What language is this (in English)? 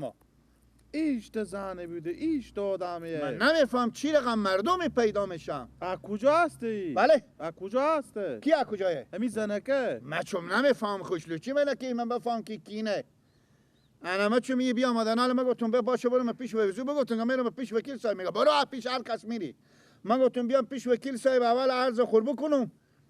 Persian